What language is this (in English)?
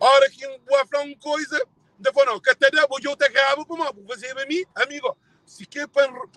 Kabuverdianu